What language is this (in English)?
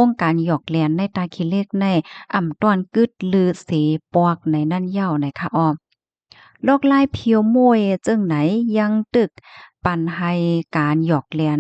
Shan